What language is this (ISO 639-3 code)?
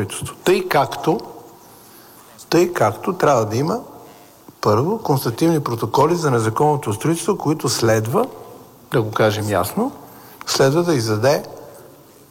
bul